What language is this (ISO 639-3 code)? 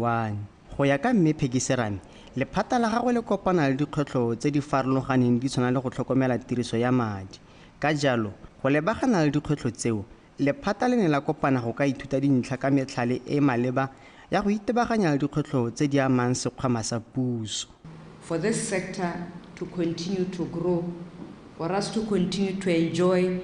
tsn